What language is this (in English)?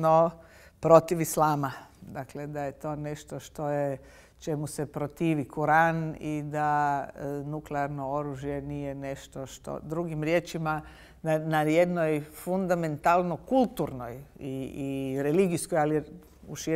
Bosnian